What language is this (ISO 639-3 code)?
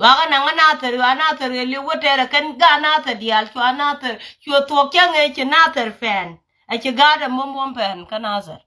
nus